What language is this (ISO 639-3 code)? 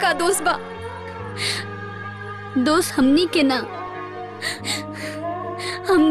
bho